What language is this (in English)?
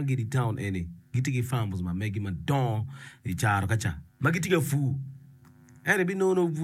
Acoli